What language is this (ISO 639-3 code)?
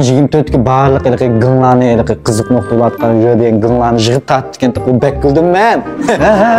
uig